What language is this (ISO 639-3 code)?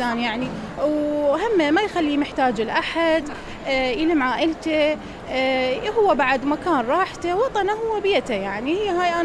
acm